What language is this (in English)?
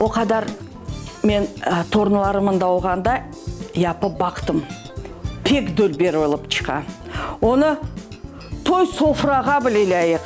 Crimean Tatar